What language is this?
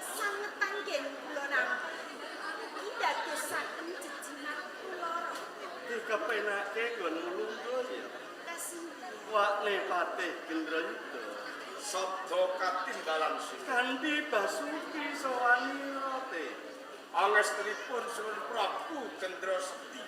Javanese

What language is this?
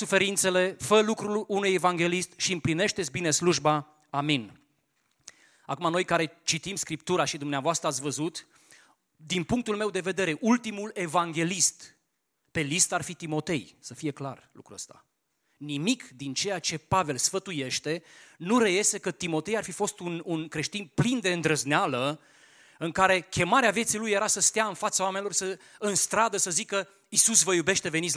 Romanian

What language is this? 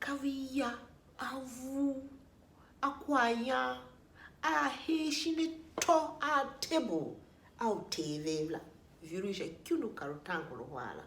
Tiv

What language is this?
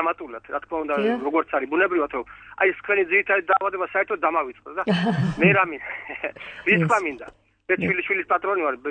Georgian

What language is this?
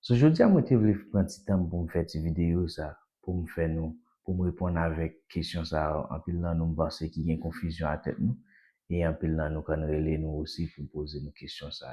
Haitian Creole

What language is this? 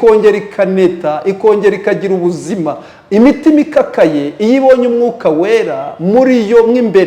Kinyarwanda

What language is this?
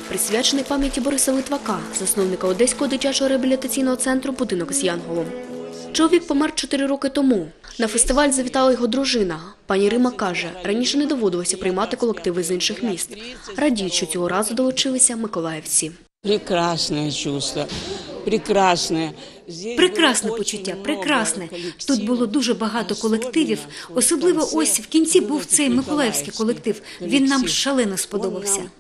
Ukrainian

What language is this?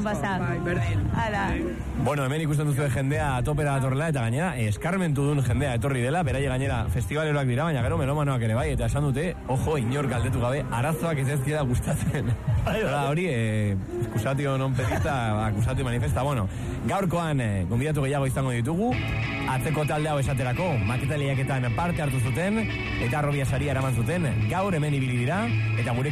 Basque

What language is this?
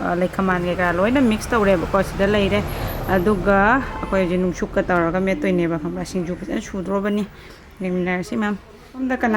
Manipuri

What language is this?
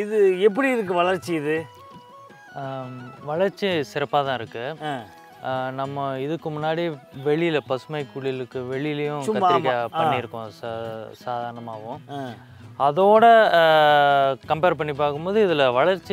Tamil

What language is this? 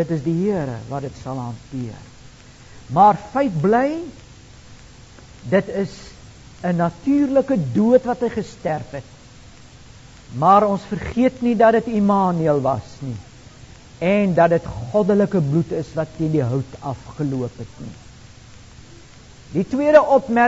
Afrikaans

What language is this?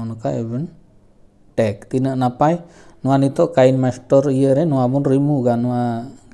Santali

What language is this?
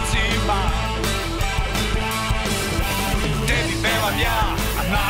Serbian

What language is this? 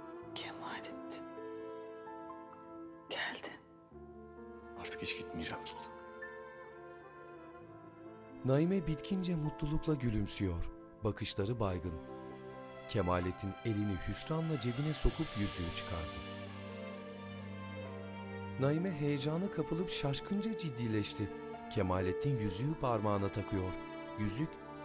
Turkish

